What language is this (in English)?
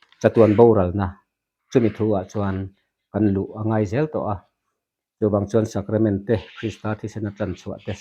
Mizo